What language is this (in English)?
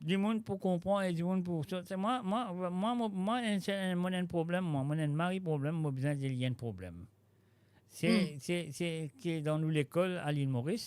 Morisyen